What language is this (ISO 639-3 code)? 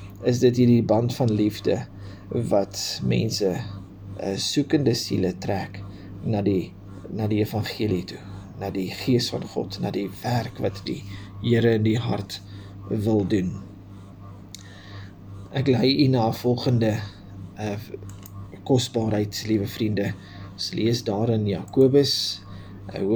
afr